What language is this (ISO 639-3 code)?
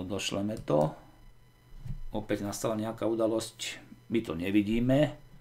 slk